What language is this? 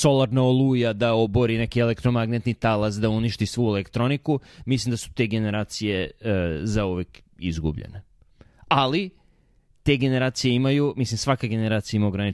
Serbian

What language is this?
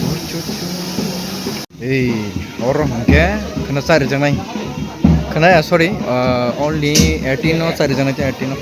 Kok Borok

